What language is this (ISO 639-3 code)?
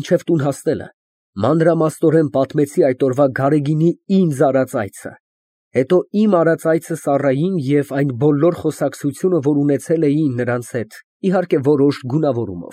hye